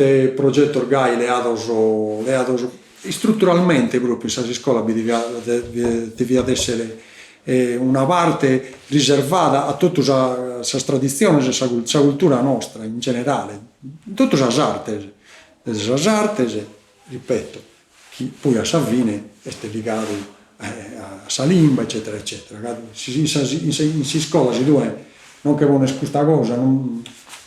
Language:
Sardinian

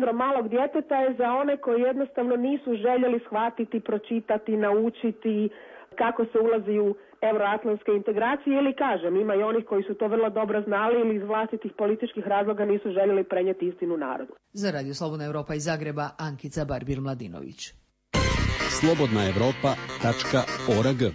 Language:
Croatian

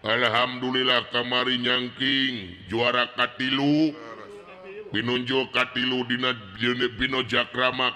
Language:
Sundanese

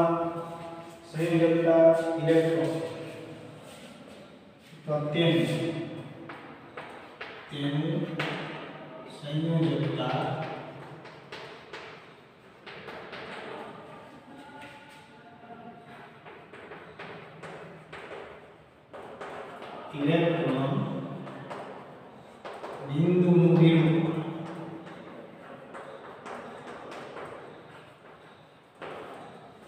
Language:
Gujarati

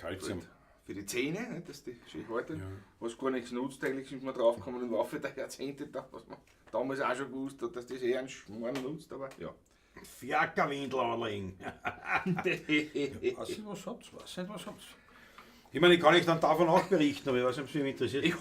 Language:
Bavarian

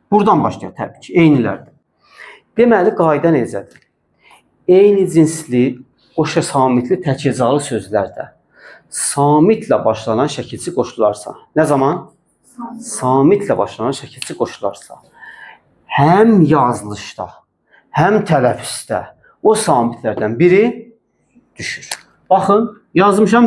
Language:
Azerbaijani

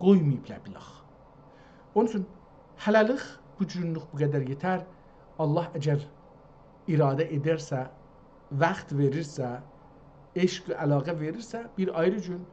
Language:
South Azerbaijani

